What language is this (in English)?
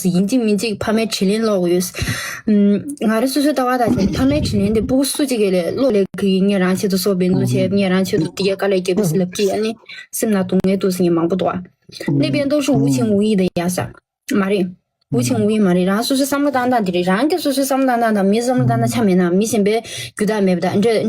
Tibetan